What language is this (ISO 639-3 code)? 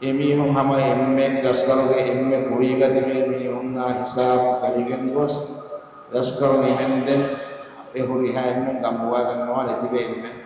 div